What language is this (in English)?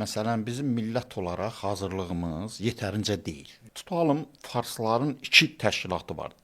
Azerbaijani